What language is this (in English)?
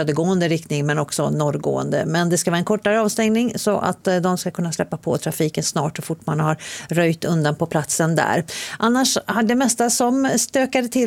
Swedish